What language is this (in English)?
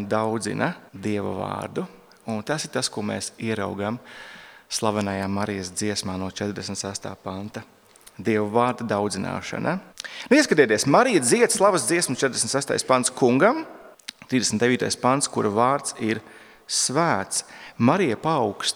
Latvian